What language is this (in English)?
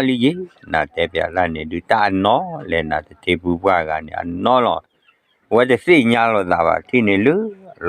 S'gaw Karen